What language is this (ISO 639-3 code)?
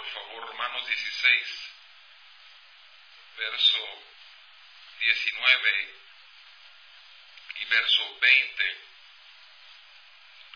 spa